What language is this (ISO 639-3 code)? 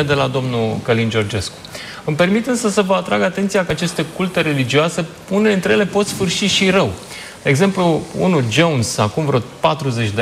ron